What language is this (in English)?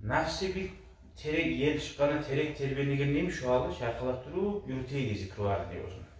Kumyk